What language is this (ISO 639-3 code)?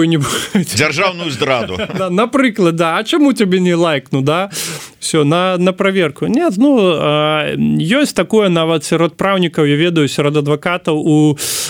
bel